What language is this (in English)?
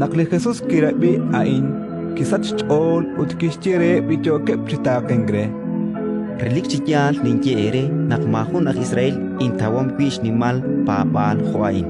Kekchí